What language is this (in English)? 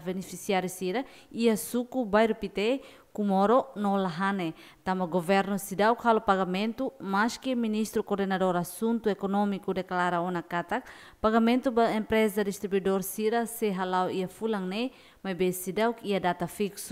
Tetum